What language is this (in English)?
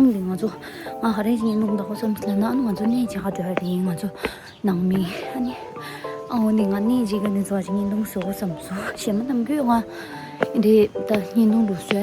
Tibetan